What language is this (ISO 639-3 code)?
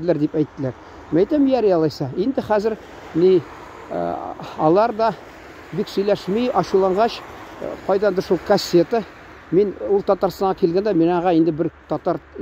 tat